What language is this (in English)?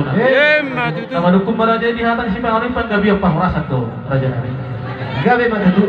Batak Toba